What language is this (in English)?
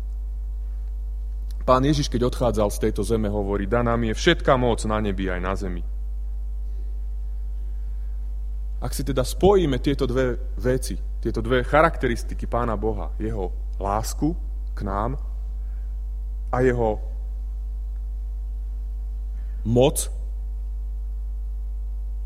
Slovak